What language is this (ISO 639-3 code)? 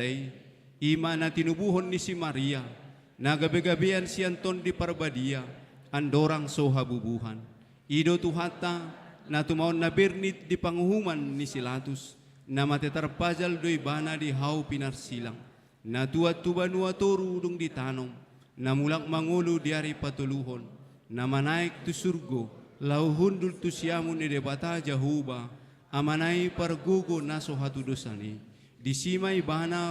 bbc